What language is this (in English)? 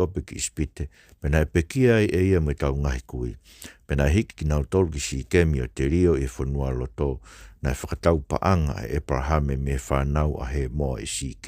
Tongan